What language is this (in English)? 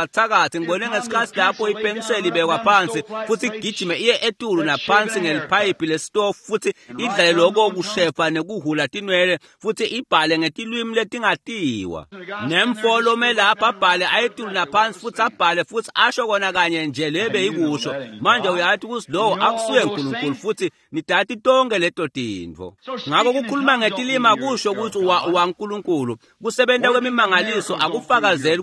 Swati